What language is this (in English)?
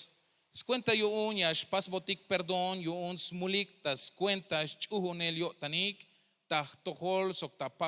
Tzeltal